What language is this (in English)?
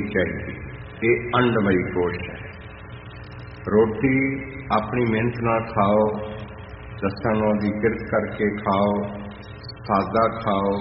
Punjabi